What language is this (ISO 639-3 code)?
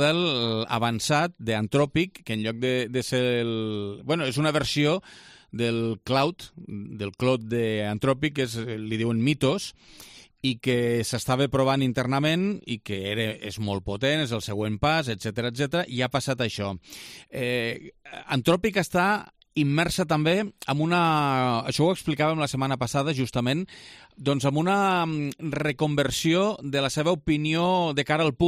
cat